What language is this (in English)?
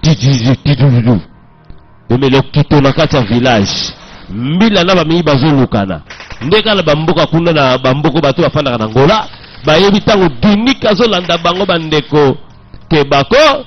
Lingala